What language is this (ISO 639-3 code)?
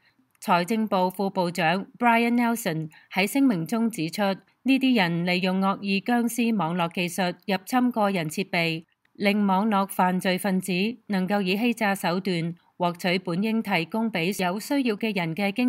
yue